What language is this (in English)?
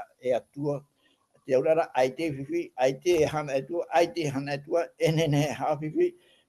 Tahitian